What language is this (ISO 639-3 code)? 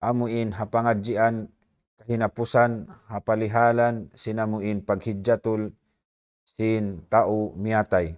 tsg